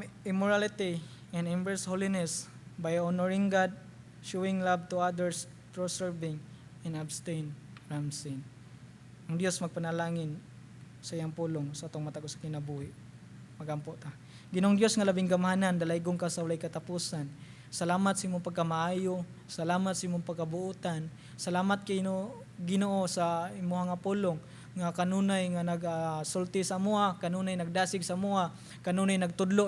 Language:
Cebuano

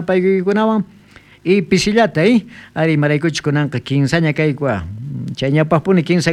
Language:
South Bolivian Quechua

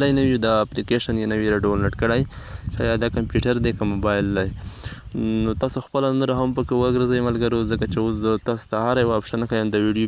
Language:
Pashto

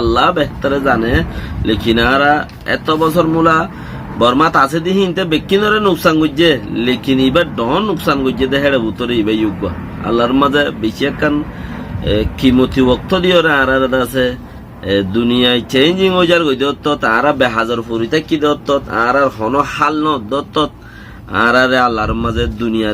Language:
Rohingya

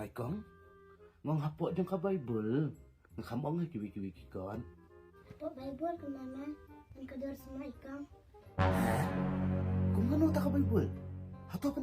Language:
Khasi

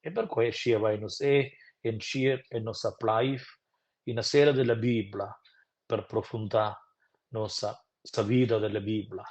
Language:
Romansh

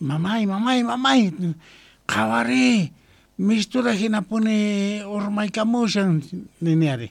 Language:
South Bolivian Quechua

